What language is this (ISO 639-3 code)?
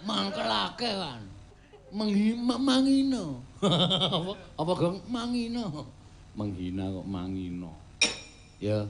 jav